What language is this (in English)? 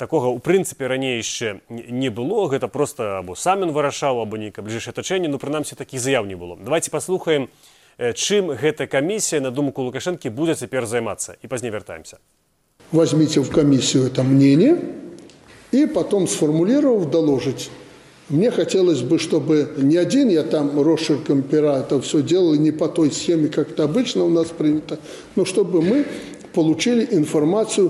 Belarusian